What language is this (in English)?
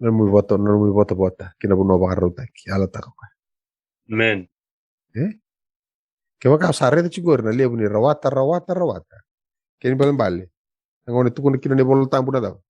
Fijian